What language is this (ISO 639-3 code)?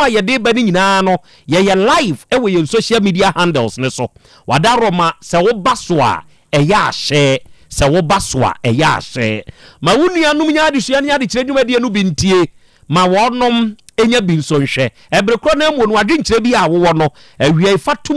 aka